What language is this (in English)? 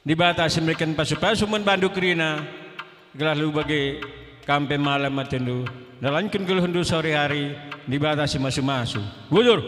Batak Karo